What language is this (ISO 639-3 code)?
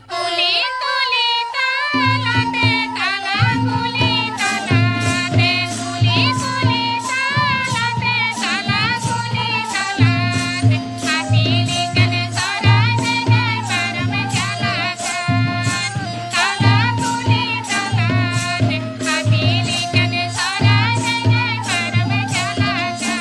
sat